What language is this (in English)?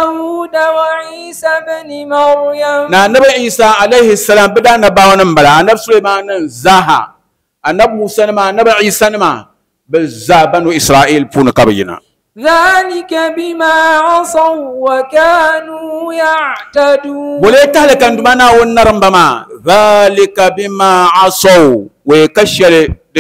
Dagbani